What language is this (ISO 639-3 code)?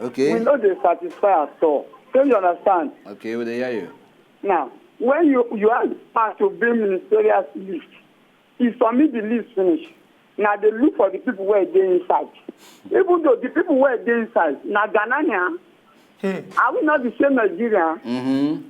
pcm